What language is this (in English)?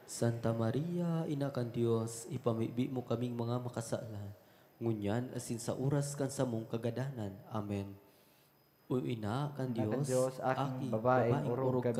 Bikol